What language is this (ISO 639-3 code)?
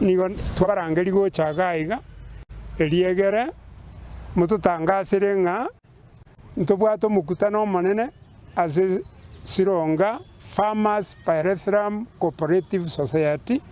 guz